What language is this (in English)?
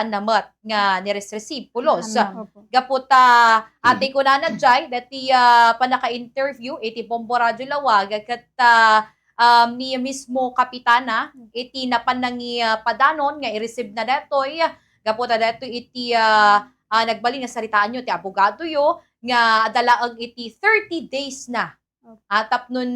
Iloko